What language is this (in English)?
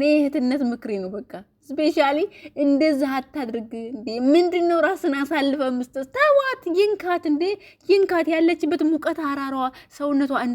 Amharic